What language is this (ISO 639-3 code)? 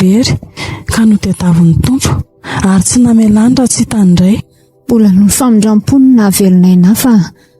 mlg